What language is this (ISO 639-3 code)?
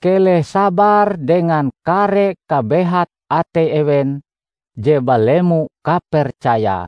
nij